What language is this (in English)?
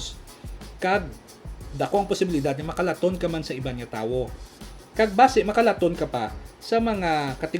Hiligaynon